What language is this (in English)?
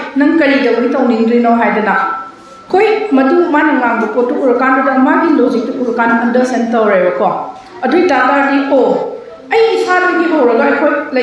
Manipuri